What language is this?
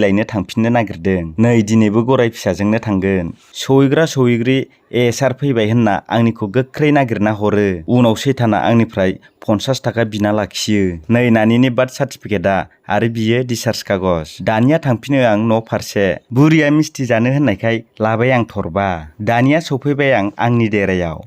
Bodo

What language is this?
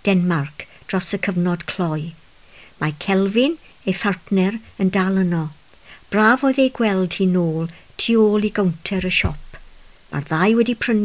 Welsh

